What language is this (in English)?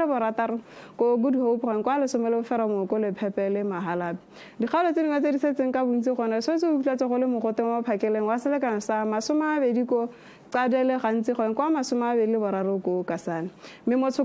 Tswana